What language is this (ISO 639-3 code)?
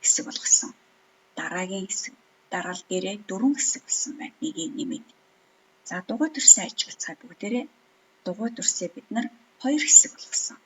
mon